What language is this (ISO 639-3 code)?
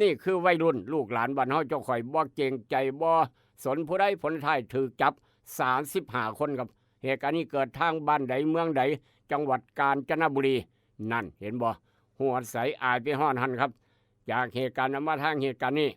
tts